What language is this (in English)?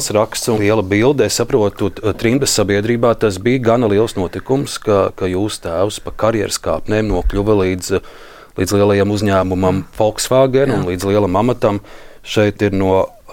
Latvian